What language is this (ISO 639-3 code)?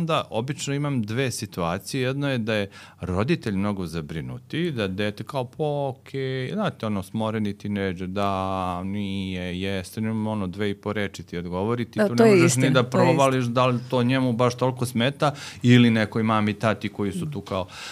srp